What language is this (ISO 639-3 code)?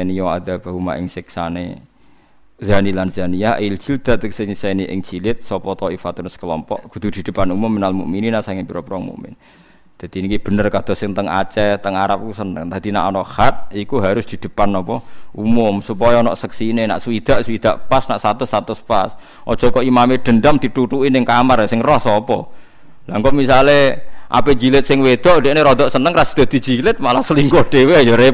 jav